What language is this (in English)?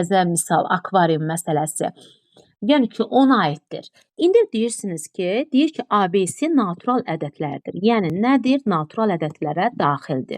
Azerbaijani